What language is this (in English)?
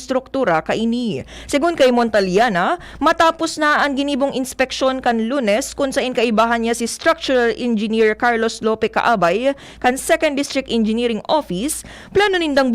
Bikol